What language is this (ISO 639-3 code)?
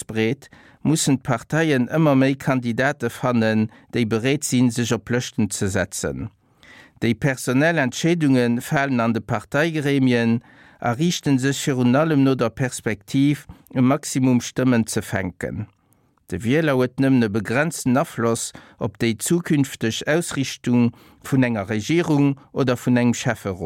ltz